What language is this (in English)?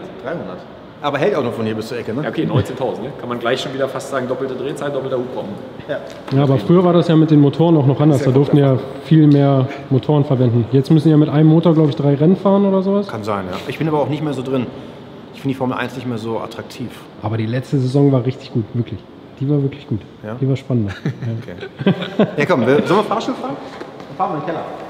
German